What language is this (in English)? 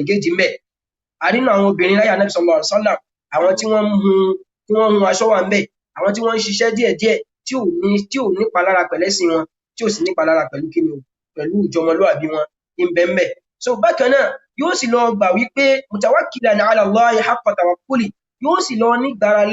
Yoruba